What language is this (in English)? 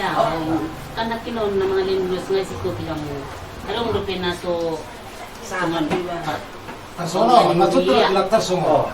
Batak Toba